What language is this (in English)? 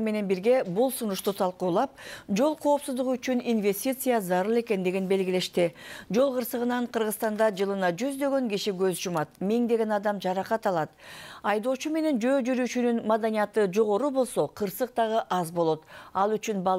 Kyrgyz